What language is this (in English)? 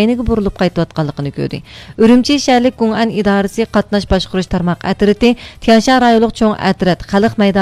Uyghur